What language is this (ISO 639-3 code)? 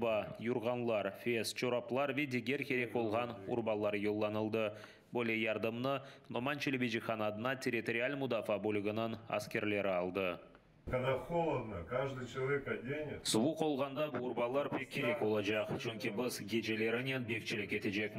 crh